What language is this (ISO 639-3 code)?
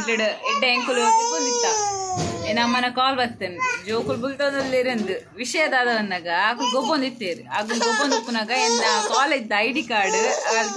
tcy